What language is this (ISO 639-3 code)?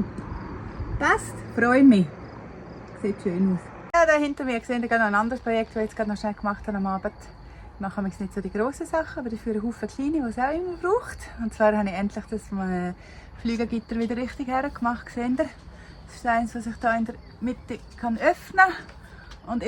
gsw